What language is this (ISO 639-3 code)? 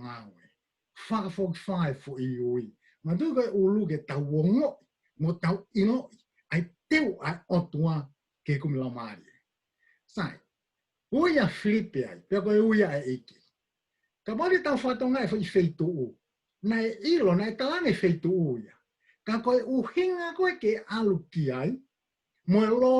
ton